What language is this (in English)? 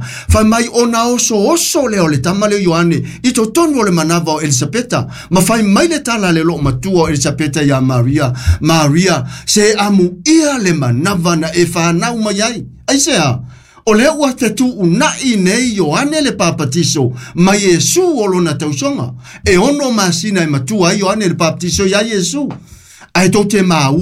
Samoan